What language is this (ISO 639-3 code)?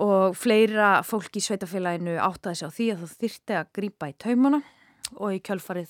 isl